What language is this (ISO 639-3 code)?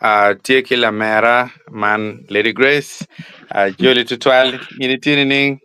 ach